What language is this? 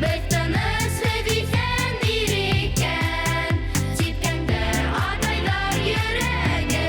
Bashkir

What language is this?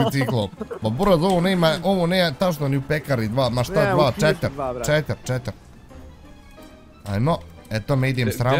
Bosnian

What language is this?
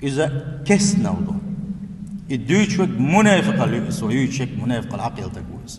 Chechen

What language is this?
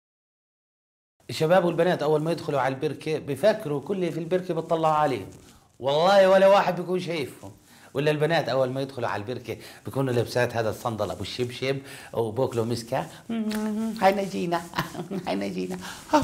South Levantine Arabic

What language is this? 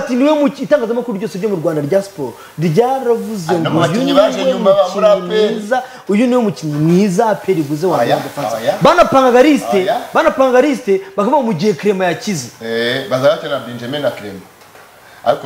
Kinyarwanda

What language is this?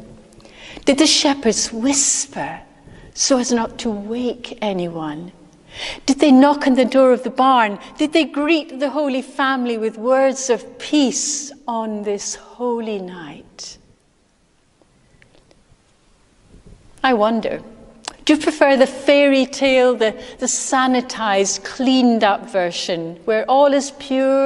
English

